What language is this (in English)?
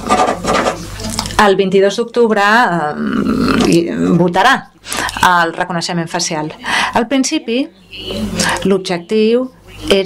Catalan